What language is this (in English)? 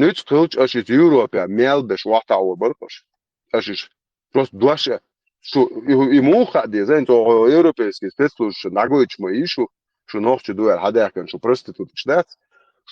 Chechen